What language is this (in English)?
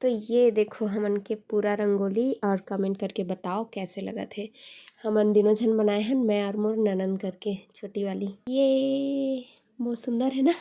Chhattisgarhi